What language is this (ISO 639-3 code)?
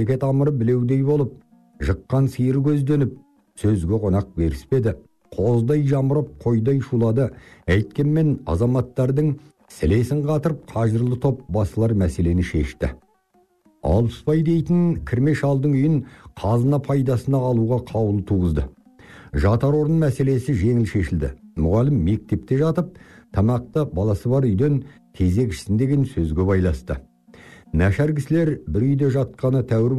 kaz